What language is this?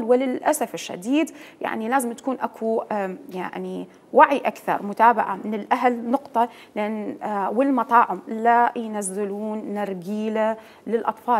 Mesopotamian Arabic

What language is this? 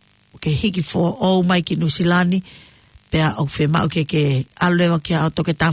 Tongan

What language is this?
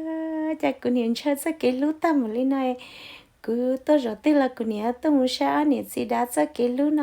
Hmong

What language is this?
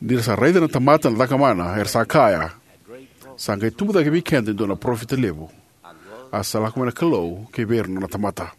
Fijian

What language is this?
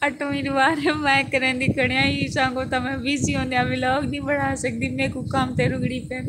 Saraiki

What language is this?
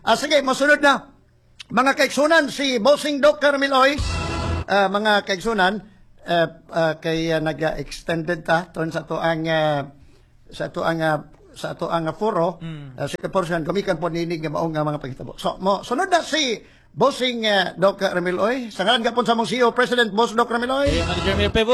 Cebuano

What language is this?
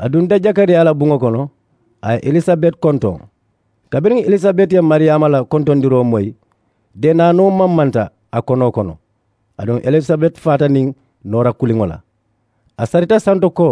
Mandingo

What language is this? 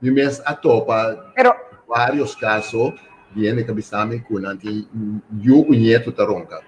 Papiamento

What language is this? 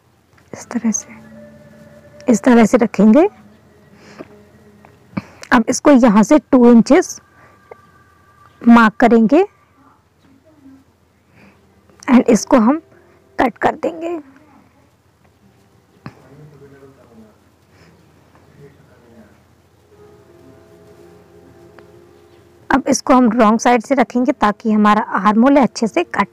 Hindi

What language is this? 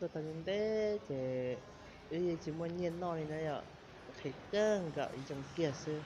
Hmong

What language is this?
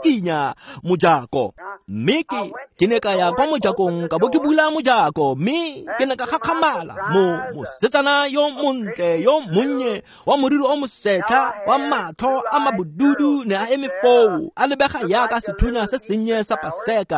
Tswana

